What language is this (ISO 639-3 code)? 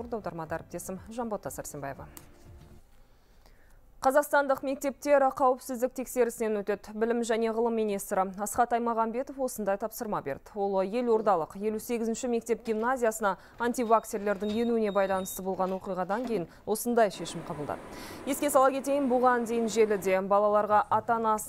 kaz